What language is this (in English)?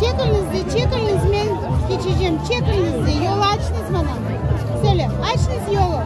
Crimean Tatar